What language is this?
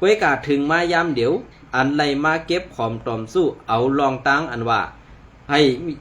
Shan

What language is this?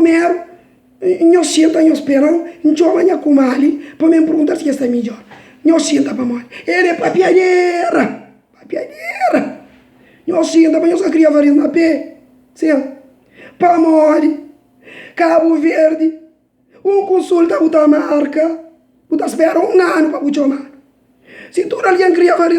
Kabuverdianu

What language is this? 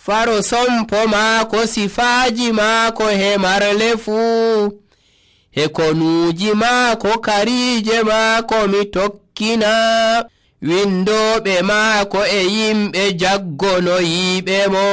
Nigerian Fulfulde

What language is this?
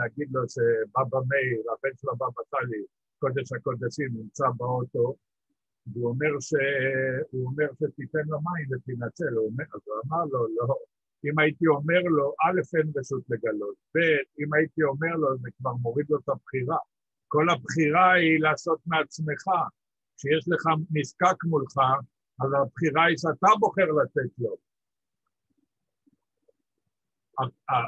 Hebrew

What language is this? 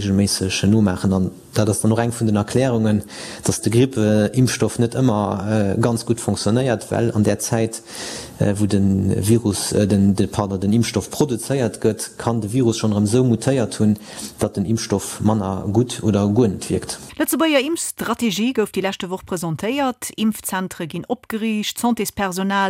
Luxembourgish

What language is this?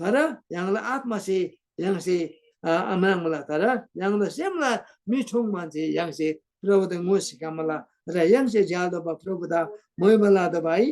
Eastern Tamang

